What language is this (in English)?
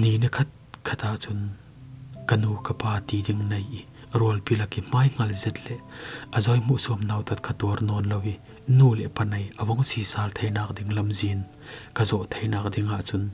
Falam Chin